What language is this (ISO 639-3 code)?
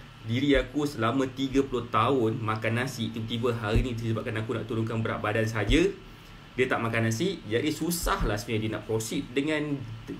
msa